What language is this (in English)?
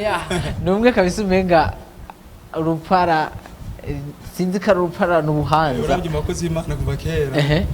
Rundi